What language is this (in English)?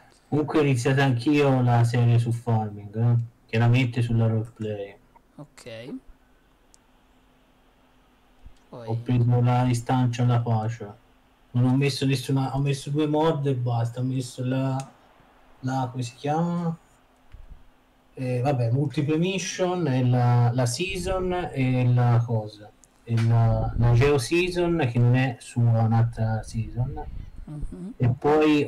Italian